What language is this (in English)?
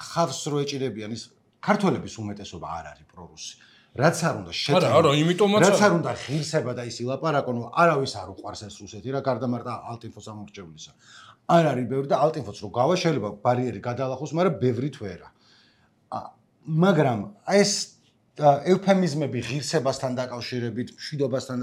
Georgian